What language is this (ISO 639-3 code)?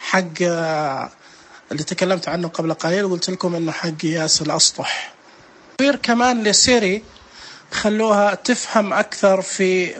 ars